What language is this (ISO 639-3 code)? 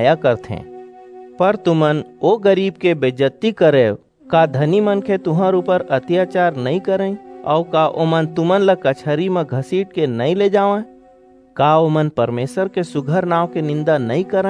hne